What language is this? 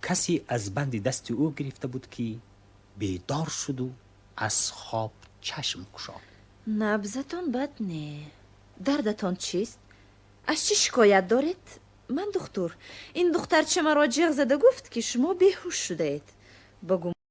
Tajik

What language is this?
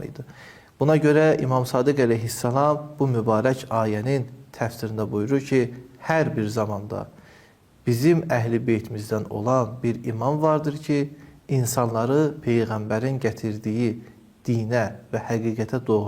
Azerbaijani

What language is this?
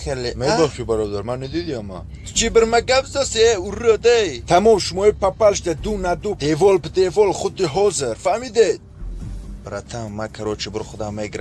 Tajik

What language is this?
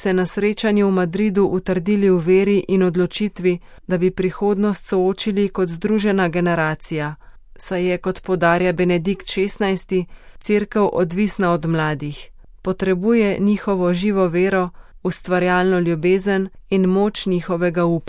Slovenian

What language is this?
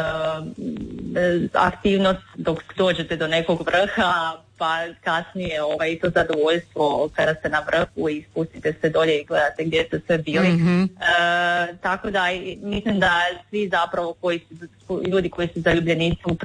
Croatian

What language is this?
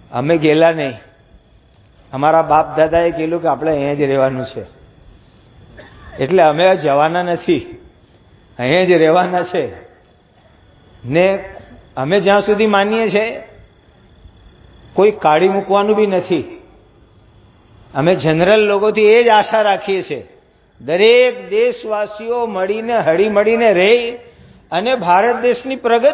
Gujarati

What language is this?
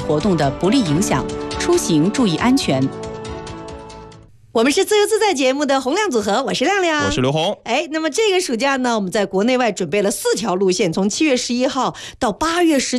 Chinese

